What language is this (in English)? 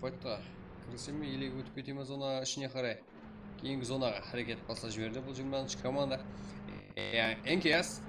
Kara-Kalpak